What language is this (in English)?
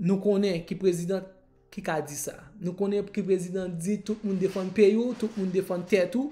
Haitian Creole